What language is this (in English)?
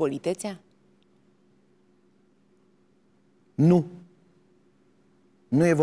Romanian